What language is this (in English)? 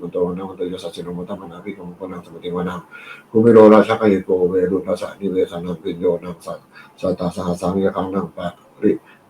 Pali